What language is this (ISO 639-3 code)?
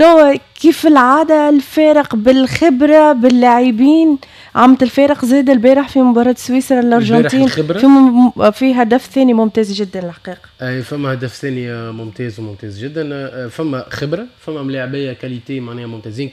aeb